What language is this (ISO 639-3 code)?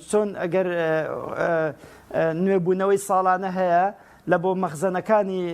ckb